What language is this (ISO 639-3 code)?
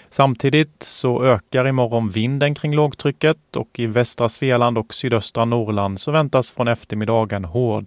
swe